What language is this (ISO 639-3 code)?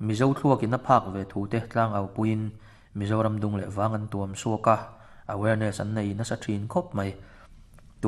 lus